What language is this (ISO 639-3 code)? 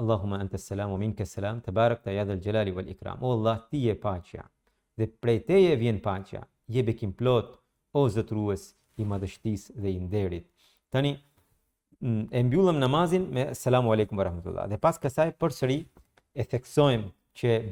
sqi